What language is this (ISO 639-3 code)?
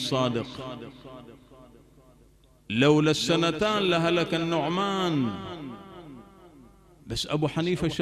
ara